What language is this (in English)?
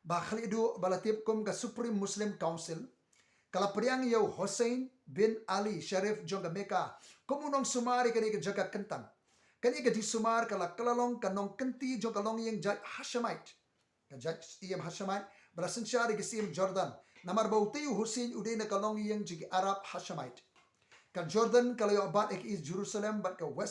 Khasi